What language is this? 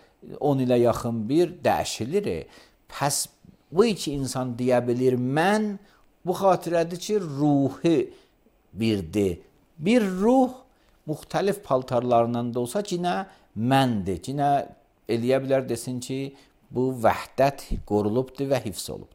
Azerbaijani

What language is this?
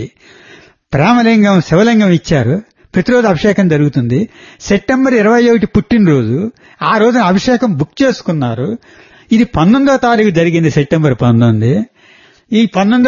Telugu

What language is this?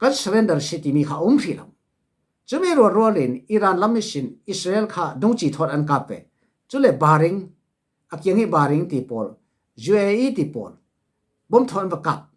Falam Chin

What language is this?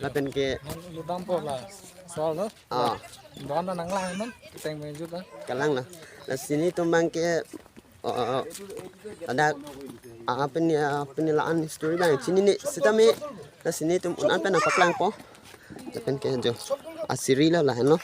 Karbi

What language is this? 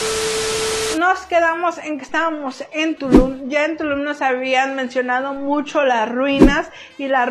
Spanish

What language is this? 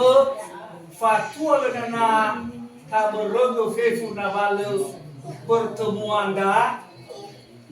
Nias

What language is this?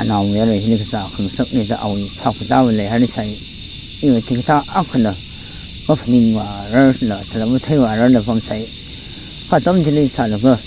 Tangkhul Naga (India)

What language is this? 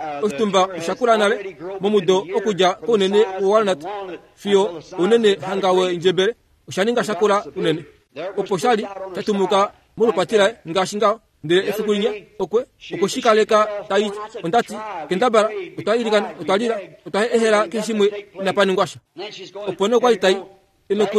Kuanyama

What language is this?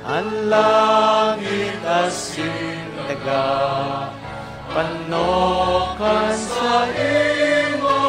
Bikol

